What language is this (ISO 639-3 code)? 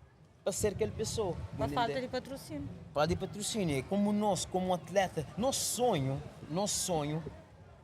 kea